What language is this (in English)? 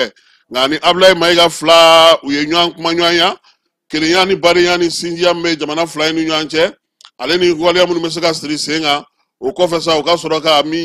Bambara